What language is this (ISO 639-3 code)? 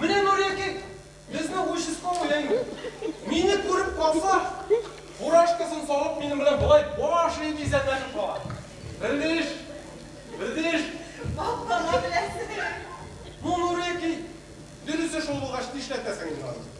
tat